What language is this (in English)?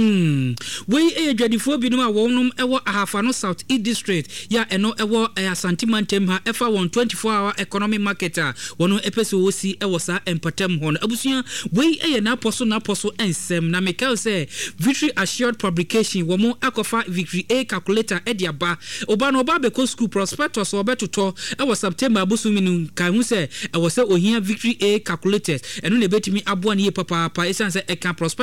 Akan